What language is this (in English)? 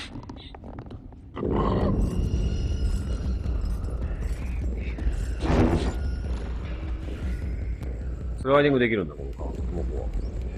Japanese